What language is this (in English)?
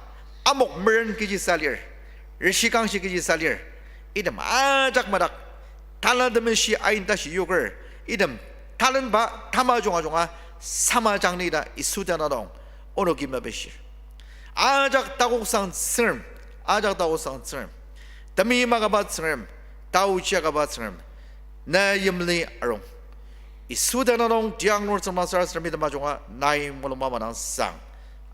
Ao Naga